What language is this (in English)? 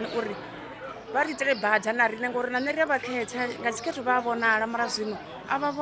Venda